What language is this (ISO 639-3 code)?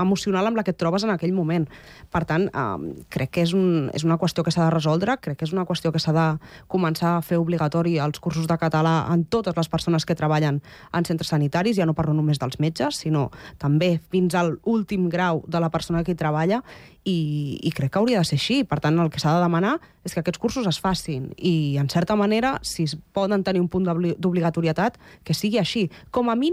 cat